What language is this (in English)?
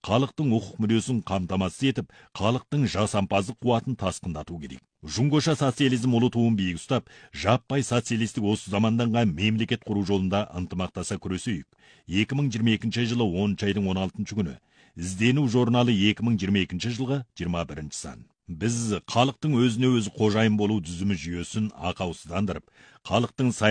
Kazakh